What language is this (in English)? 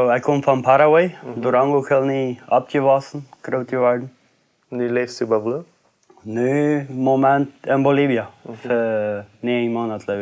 Plautdietsch